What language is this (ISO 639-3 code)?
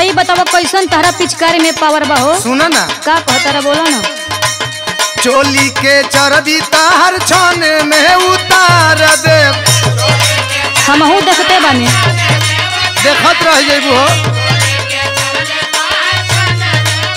bho